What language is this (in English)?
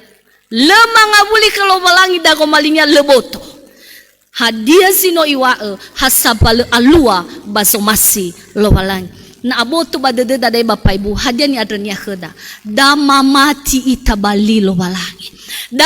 Nias